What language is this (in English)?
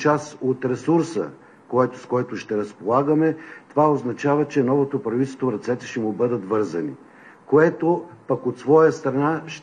Bulgarian